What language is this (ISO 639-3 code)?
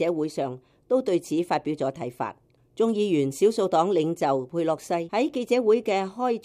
yue